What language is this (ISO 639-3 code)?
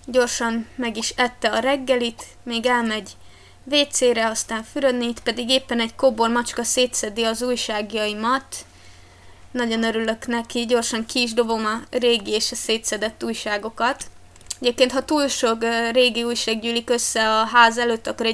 hun